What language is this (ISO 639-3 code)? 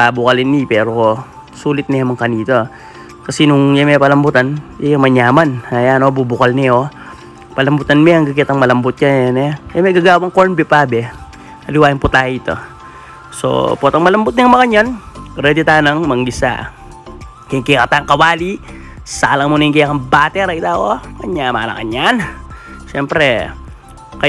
pam